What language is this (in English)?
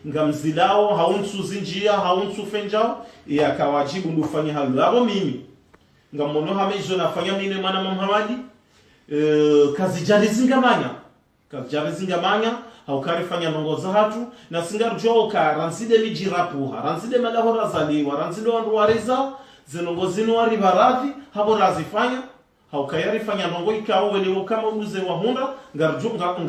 Ngazidja Comorian